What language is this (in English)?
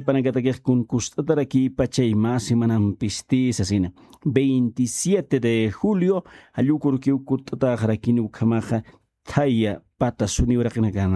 Aymara